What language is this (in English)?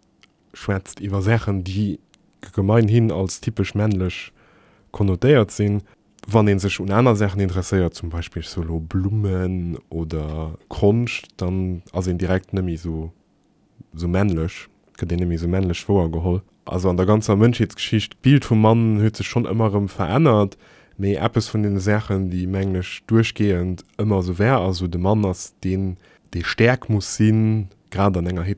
Luxembourgish